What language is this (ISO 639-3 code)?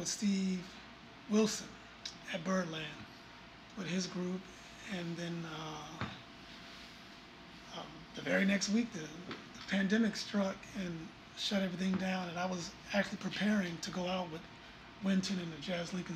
eng